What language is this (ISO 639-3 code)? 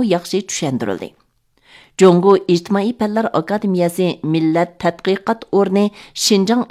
uig